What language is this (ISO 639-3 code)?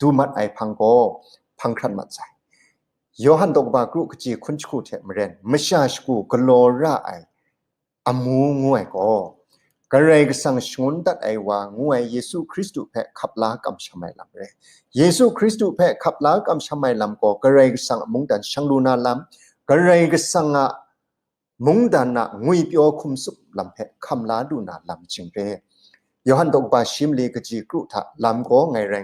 kac